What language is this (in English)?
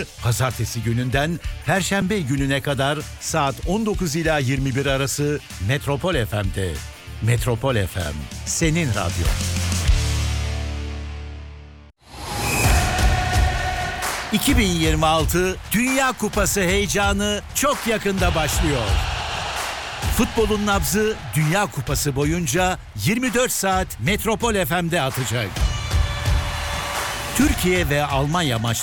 Turkish